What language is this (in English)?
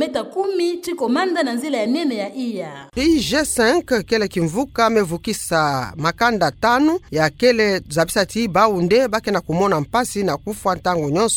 Kituba (Democratic Republic of Congo)